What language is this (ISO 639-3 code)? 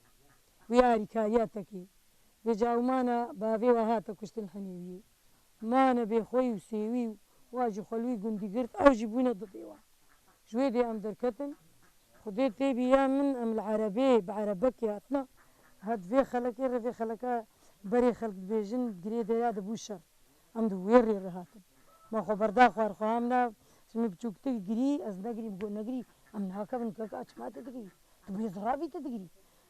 kur